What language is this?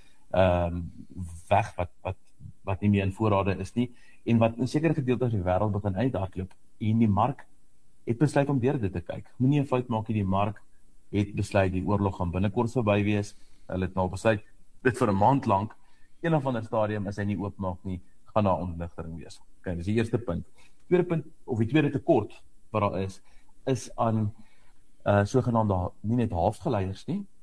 Afrikaans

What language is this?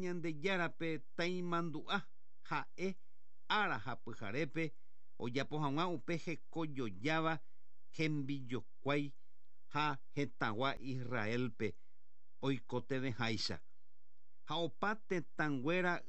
Guarani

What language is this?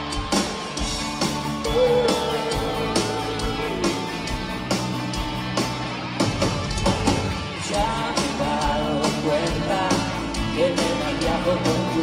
Spanish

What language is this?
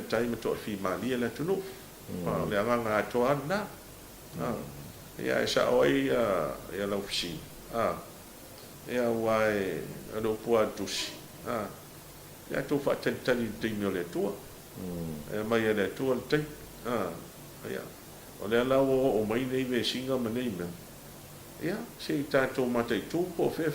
Samoan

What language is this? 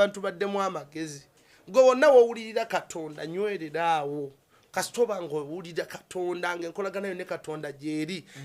Ganda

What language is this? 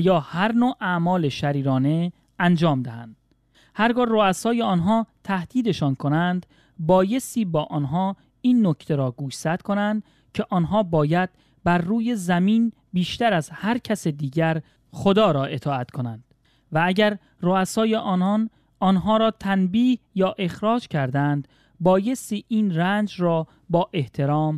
Persian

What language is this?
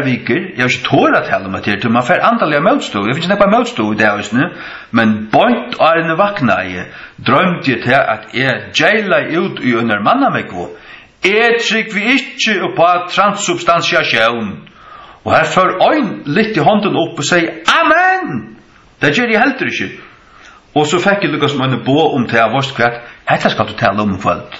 Faroese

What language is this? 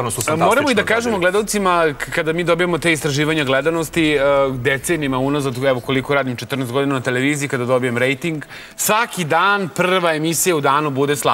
Serbian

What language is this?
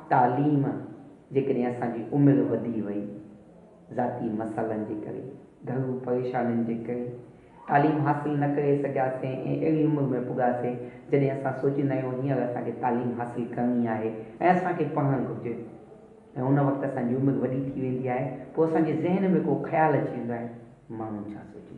Sindhi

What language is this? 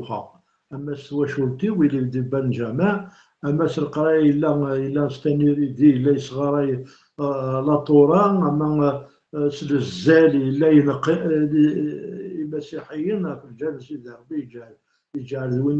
Kabyle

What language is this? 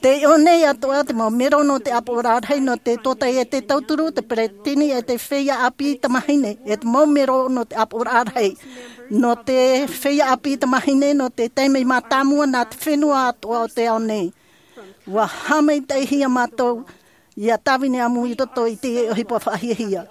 Tahitian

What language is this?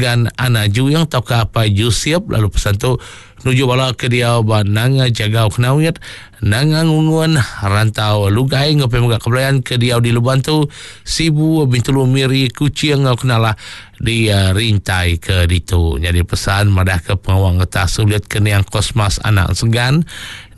Iban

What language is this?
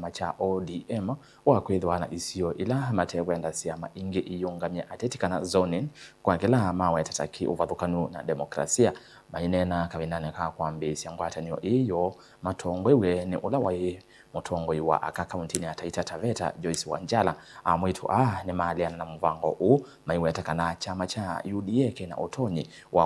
Kamba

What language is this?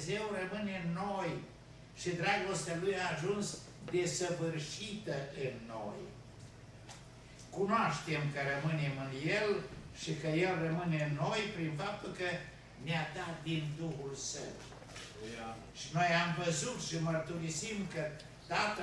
Romanian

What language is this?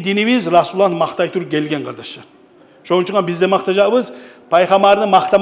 Kumyk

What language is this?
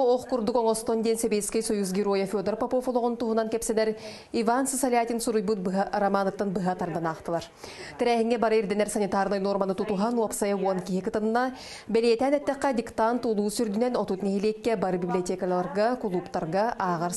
Yakut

